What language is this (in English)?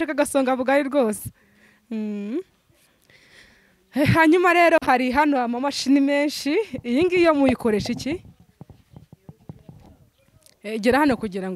Kinyarwanda